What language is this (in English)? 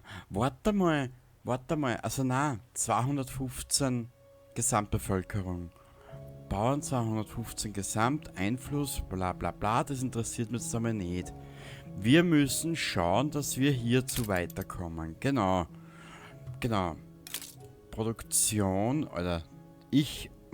Bavarian